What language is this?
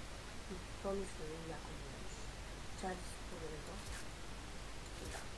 Bulgarian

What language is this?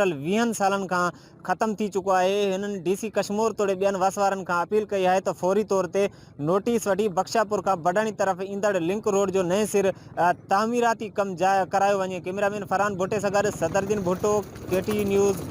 Sindhi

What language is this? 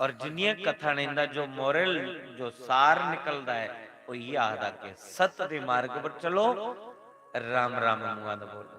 Dogri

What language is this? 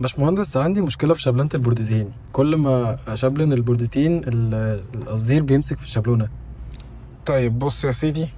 Egyptian Arabic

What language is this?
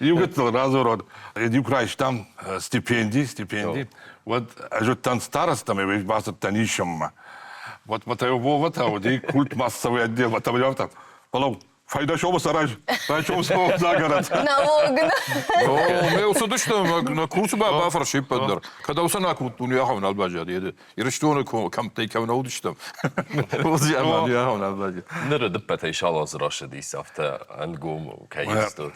Ossetic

